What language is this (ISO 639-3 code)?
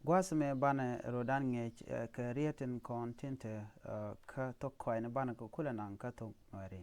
nus